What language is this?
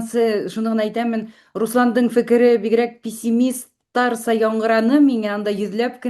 Bashkir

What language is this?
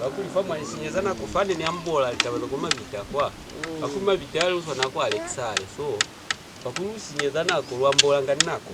Lozi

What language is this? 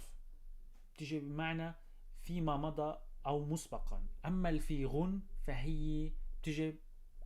North Levantine Arabic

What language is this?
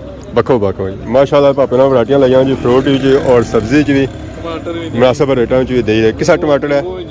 Pahari-Potwari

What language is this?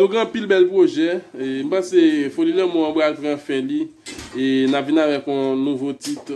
Haitian Creole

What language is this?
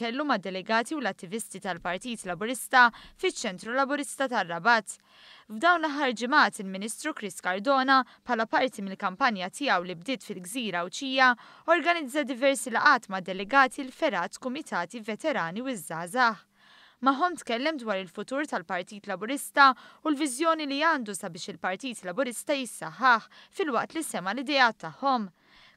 Maltese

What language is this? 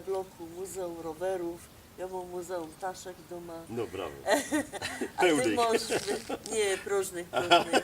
Silesian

